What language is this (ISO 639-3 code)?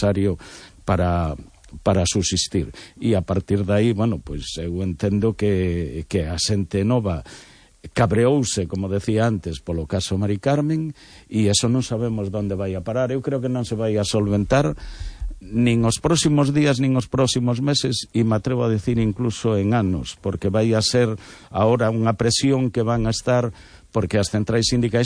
glg